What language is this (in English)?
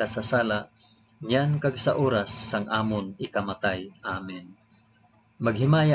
Hiligaynon